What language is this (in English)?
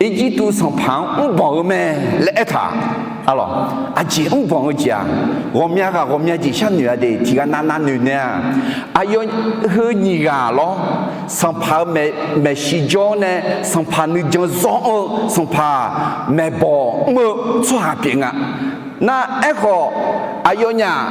Akha